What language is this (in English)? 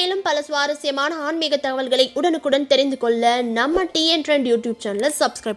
Tamil